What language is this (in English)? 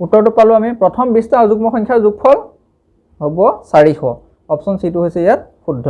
Assamese